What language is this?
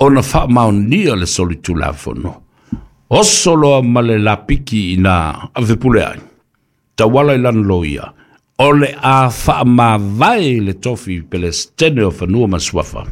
Samoan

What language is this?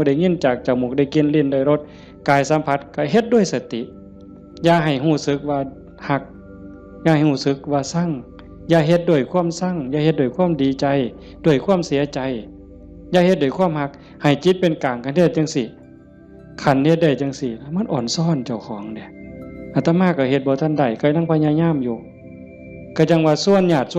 Northeastern Thai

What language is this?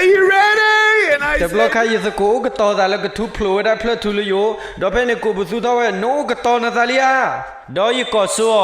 S'gaw Karen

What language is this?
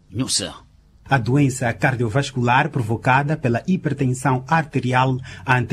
Portuguese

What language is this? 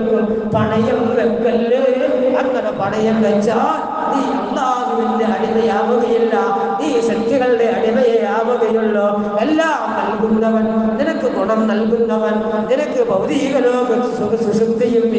Malayalam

